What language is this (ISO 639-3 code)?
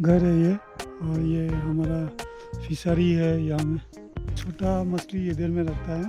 mni